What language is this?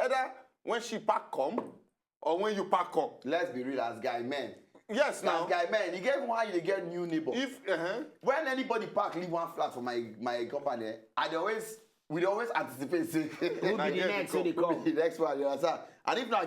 Nigerian Pidgin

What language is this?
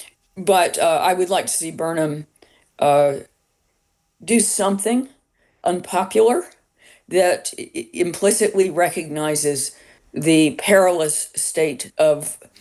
English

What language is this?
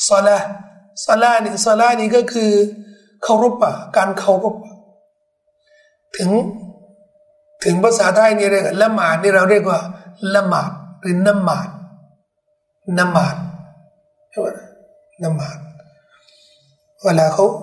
Thai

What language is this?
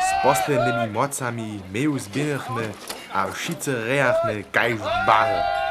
Upper Sorbian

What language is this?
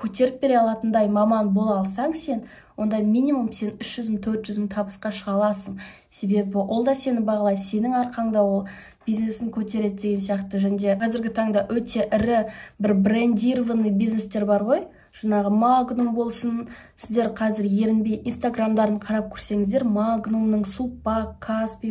Kazakh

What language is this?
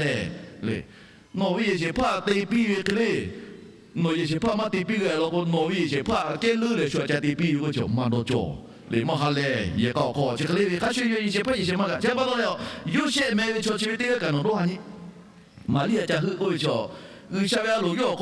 Lahu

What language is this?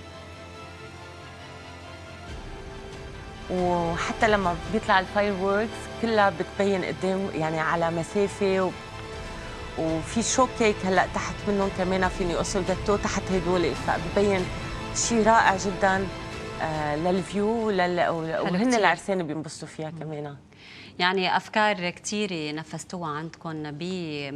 North Levantine Arabic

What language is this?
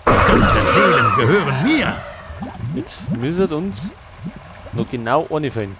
Bavarian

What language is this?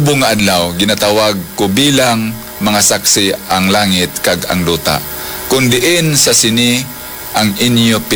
Hiligaynon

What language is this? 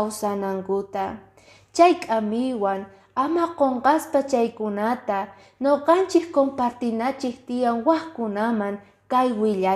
Quechua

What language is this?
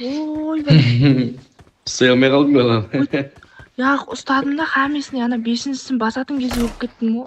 Kara-Kalpak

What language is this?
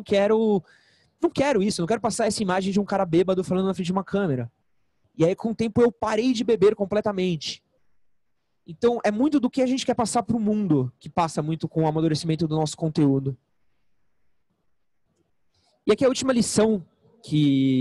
Portuguese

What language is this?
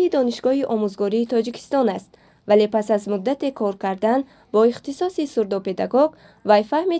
Tajik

